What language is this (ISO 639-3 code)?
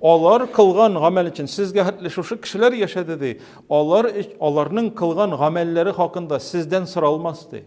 tat